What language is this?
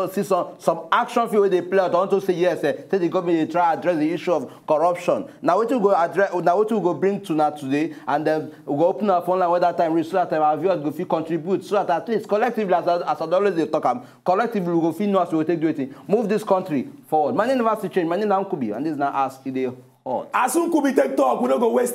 Nigerian Pidgin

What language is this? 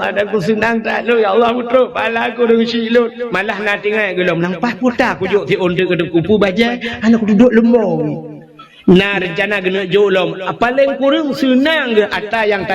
Achinese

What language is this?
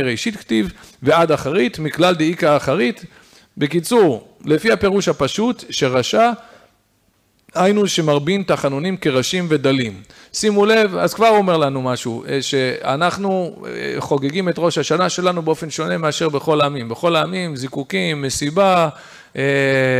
Hebrew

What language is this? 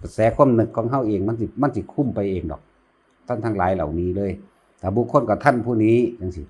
Northeastern Thai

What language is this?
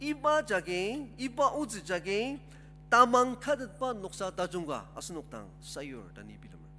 Ao Naga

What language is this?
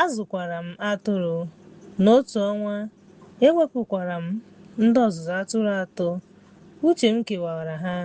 Igbo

